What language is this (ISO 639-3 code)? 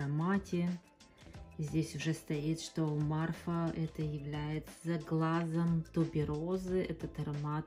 rus